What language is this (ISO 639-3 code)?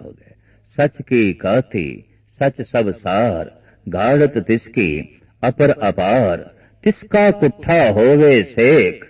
pan